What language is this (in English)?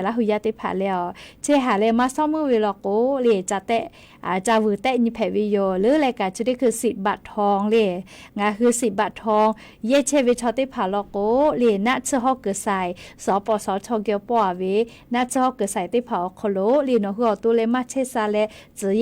Lahu